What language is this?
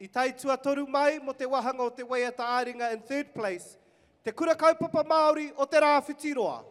Māori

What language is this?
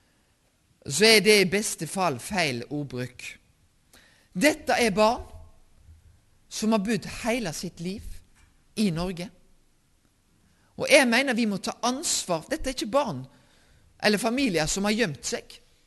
Norwegian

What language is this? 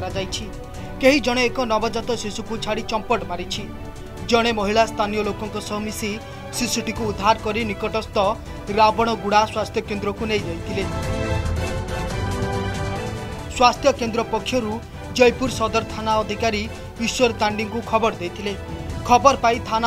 Odia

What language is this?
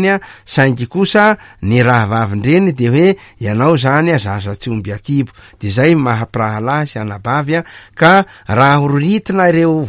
Malagasy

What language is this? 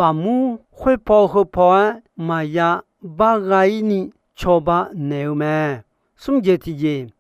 Akha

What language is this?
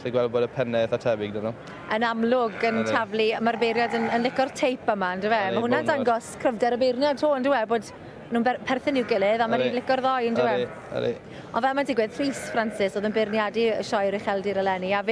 Welsh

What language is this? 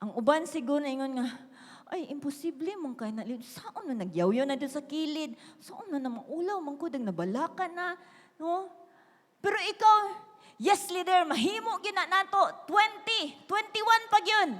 Cebuano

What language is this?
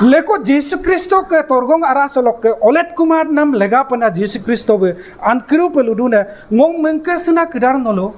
Adi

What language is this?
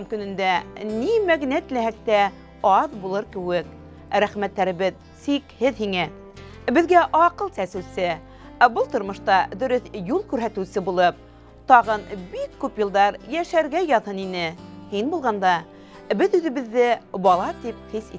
Bashkir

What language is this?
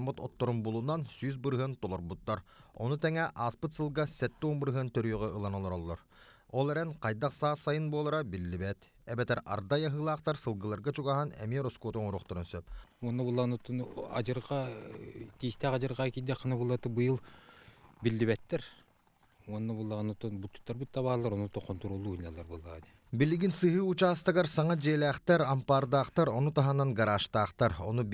Yakut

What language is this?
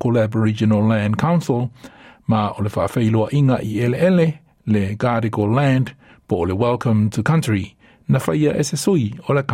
Samoan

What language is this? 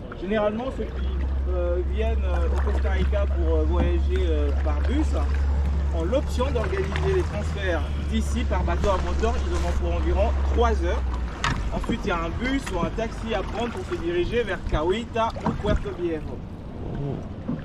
French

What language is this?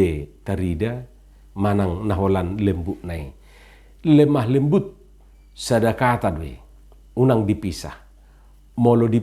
Batak Toba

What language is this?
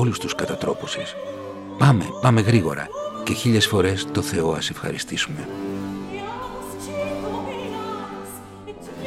Greek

